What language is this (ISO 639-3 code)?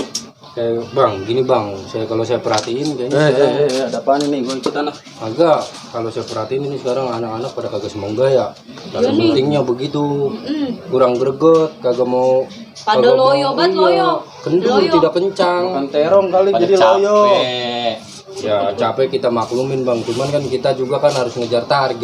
bew